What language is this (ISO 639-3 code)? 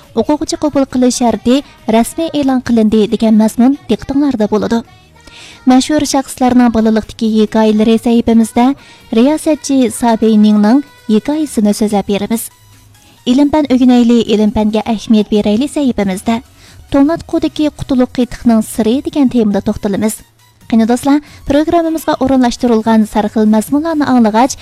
uig